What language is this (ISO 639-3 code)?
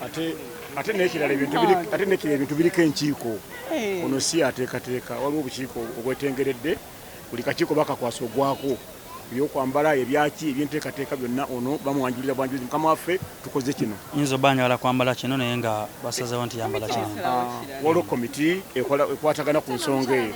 lug